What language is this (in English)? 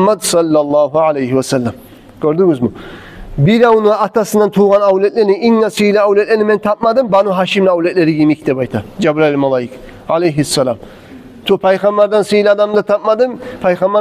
Kumyk